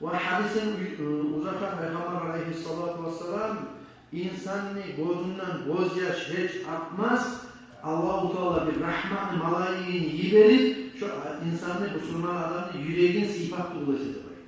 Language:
Kumyk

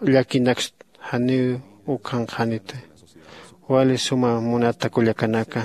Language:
Aymara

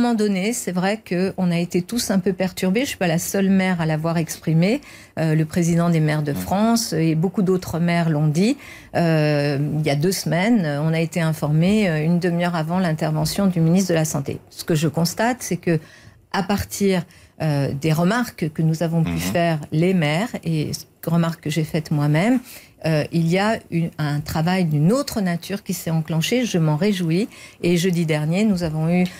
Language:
French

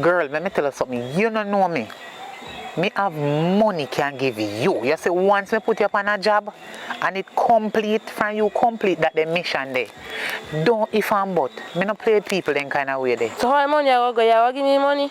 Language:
Jamaican Creole English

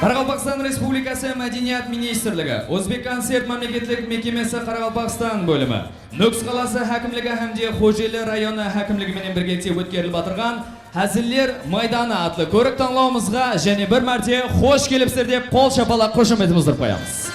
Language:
Kara-Kalpak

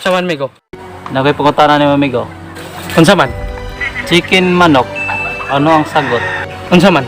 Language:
Cebuano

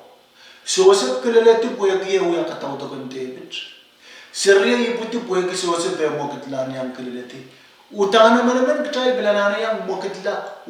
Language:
Pohnpeian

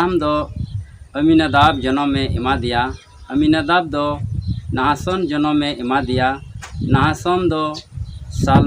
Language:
Santali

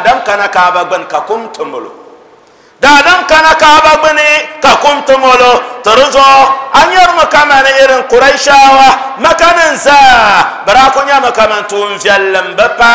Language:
Dagbani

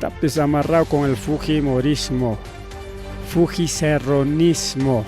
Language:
Ayacucho Quechua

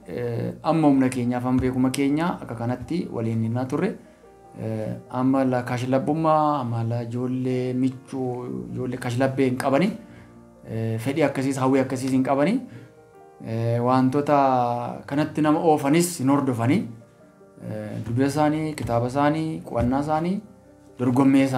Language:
Oromo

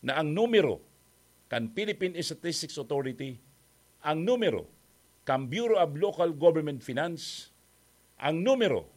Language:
Bikol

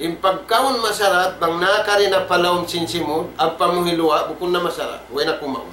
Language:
Tausug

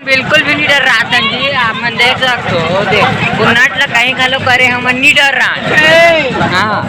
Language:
Chhattisgarhi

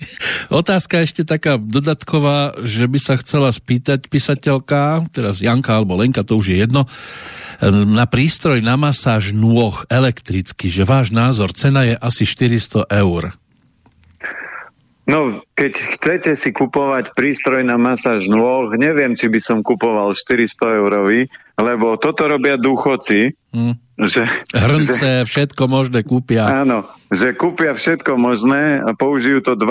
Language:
Slovak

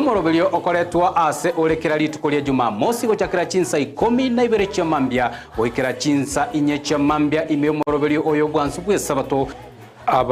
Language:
Gusii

